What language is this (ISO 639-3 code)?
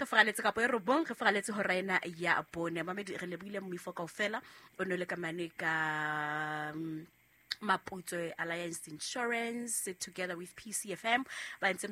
sot